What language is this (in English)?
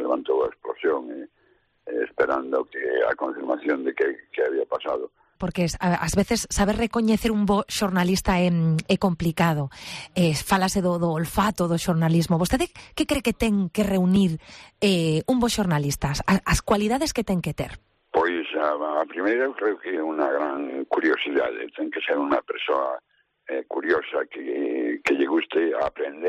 Galician